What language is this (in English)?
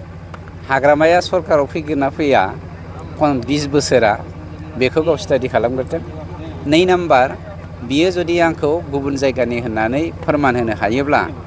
Bodo